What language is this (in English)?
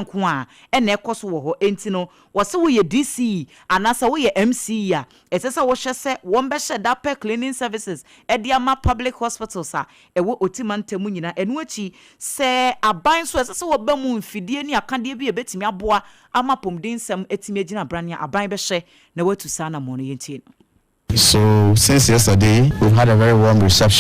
Akan